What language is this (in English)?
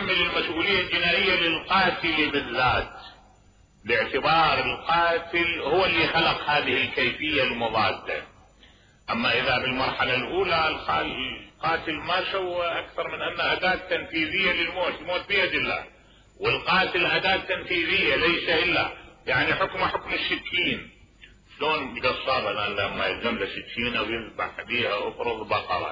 Mesopotamian Arabic